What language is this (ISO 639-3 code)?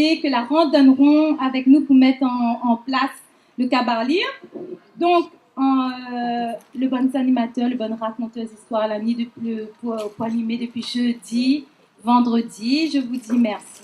rcf